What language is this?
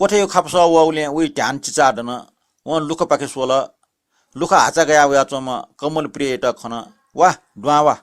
Newari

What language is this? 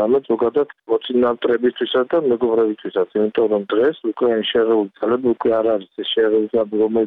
Georgian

